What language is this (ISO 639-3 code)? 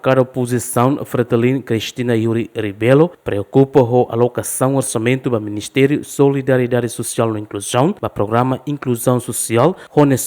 tet